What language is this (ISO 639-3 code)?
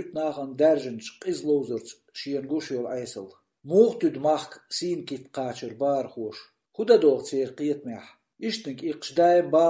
che